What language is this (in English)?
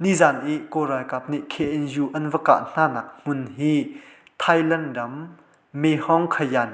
Hakha Chin